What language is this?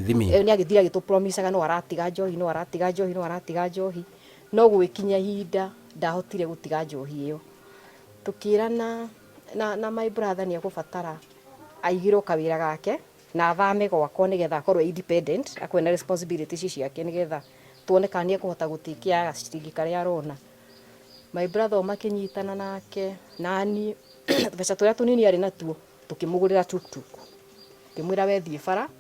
Kikuyu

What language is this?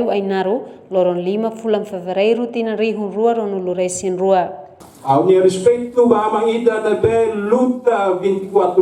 Tetum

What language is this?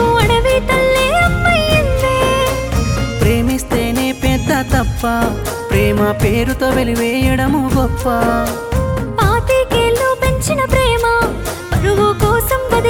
Telugu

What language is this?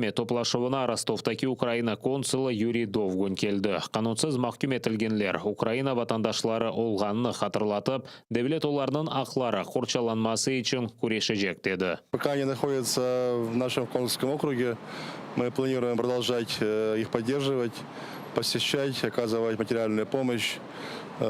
Crimean Tatar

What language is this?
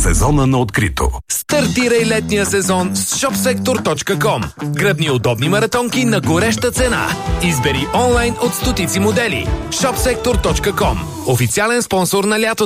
Bulgarian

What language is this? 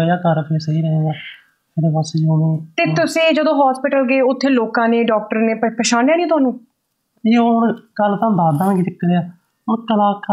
Punjabi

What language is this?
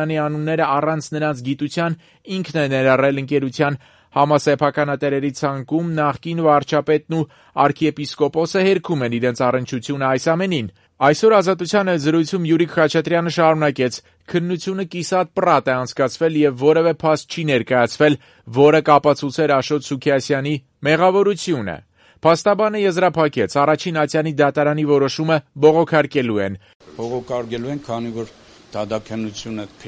Armenian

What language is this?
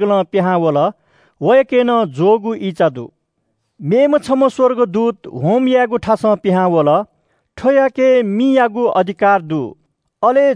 Newari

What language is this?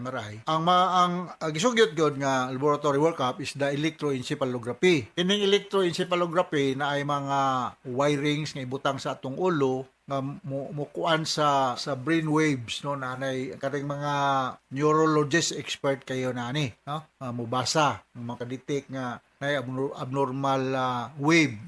Cebuano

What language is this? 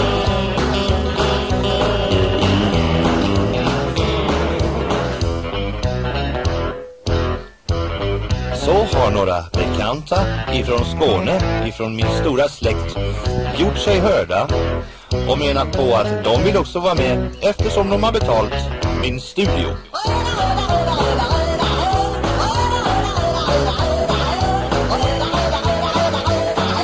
Swedish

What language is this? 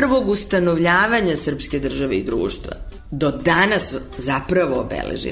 Serbian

